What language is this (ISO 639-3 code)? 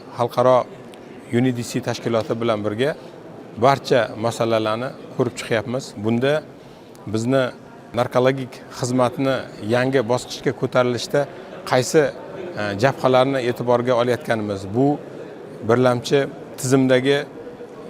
uzb